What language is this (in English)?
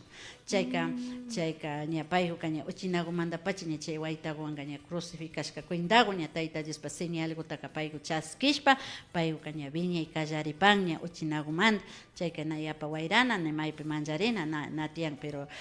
Imbabura Highland Quichua